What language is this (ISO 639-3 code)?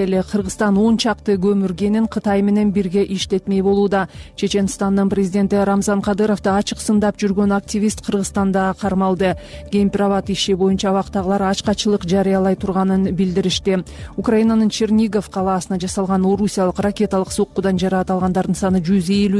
kir